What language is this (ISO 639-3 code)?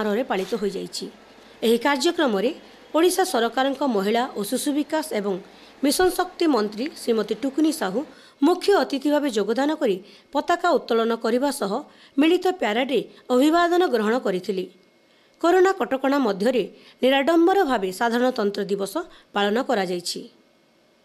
ori